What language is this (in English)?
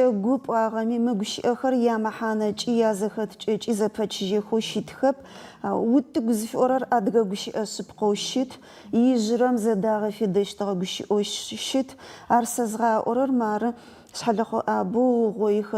Adyghe